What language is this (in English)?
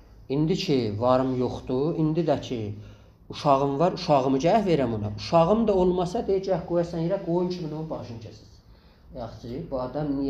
South Azerbaijani